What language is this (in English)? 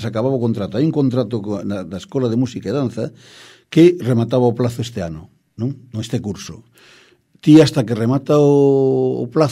Galician